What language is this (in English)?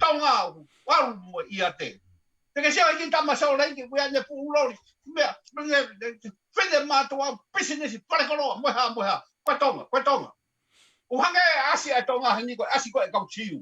Tongan